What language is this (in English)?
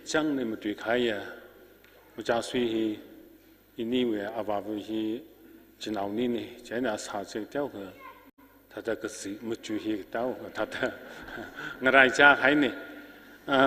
Tangkhul Naga (India)